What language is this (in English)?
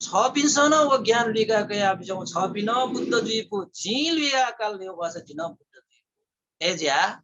Newari